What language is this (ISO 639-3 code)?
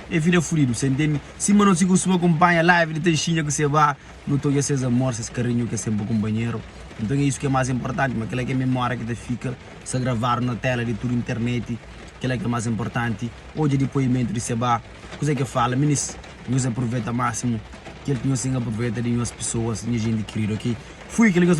kea